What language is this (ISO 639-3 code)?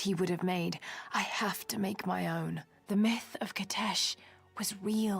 gsw